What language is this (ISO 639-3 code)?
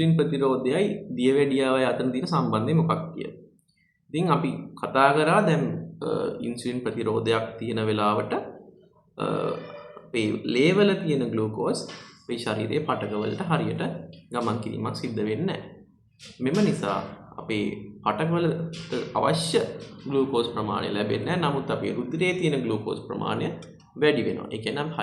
sin